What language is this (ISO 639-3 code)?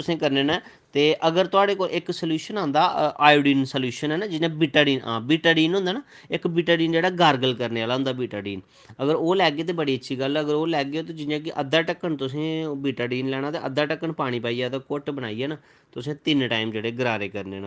doi